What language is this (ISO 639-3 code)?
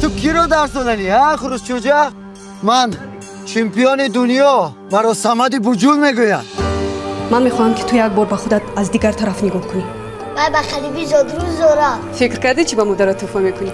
tgk